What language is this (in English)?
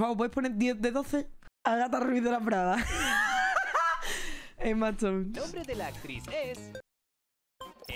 Spanish